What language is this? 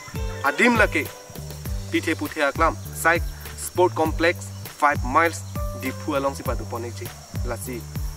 Karbi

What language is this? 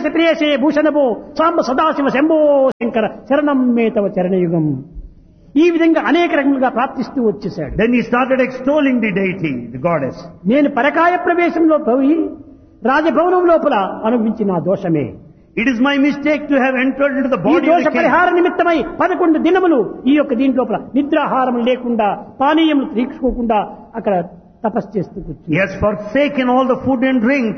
Telugu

